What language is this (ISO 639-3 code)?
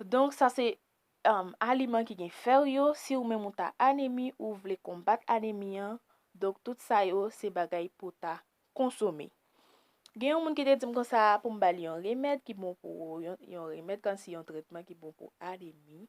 hat